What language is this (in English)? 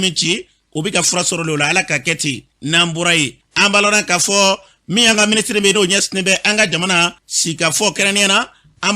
Bambara